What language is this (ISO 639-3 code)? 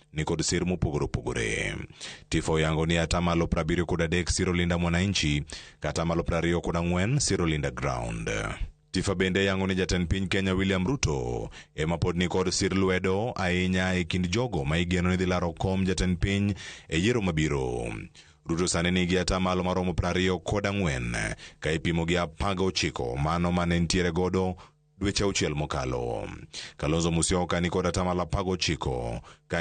luo